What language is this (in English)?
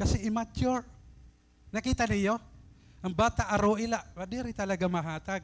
Waray